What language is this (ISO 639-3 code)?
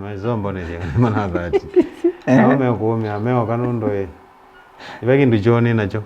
kam